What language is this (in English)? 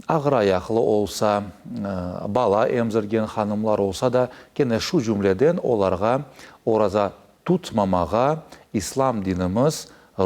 Crimean Tatar